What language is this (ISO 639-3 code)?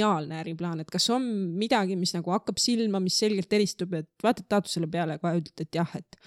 est